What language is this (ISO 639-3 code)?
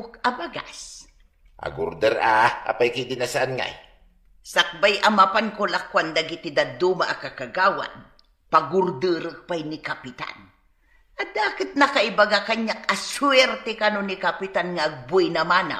ilo